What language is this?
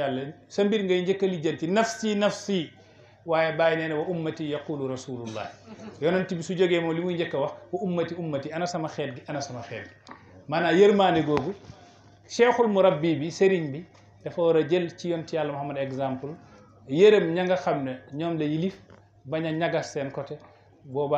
Wolof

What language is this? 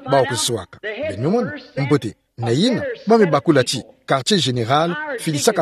Kituba (Democratic Republic of Congo)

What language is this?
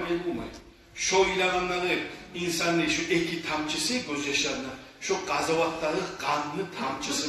Kumyk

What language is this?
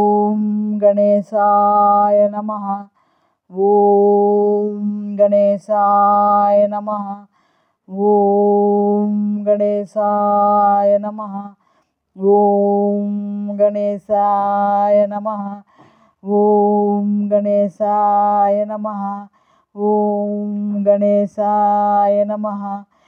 Sanskrit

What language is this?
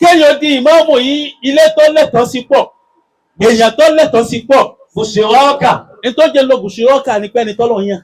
Yoruba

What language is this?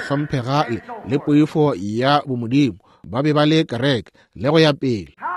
Northern Sotho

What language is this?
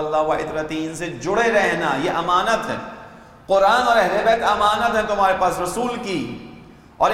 Urdu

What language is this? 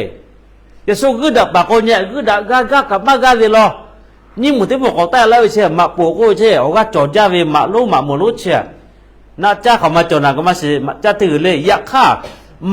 Lahu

